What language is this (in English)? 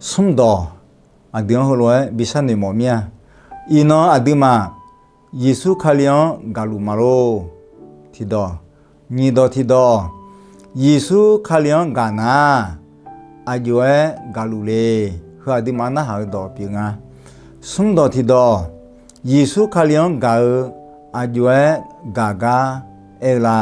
Akha